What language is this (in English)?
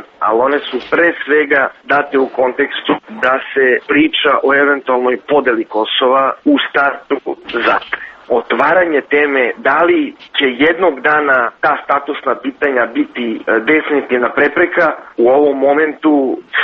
Serbian